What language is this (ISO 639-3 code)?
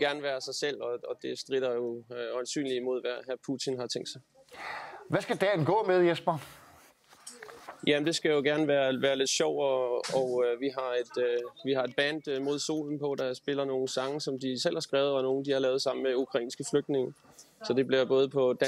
dan